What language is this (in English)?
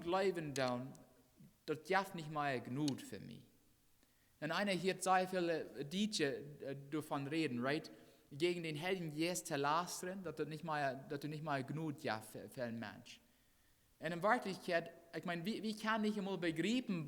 Plautdietsch